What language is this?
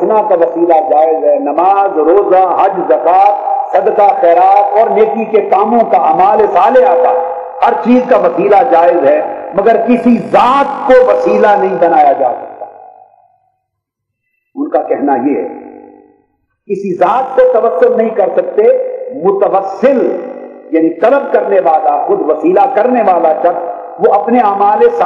Urdu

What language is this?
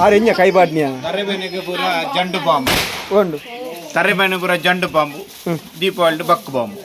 Tulu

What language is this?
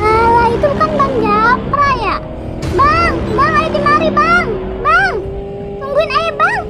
Betawi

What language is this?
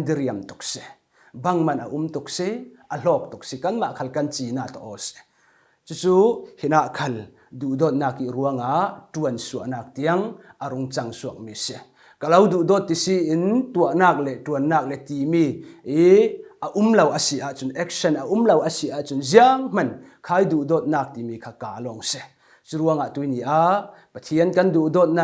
Falam Chin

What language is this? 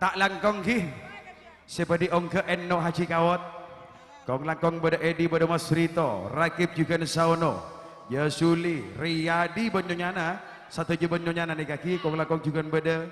Madurese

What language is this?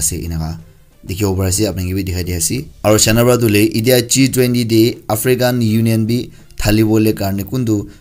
Naga Pidgin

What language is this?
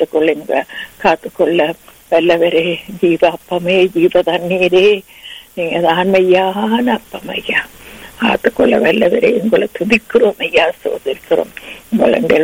Tamil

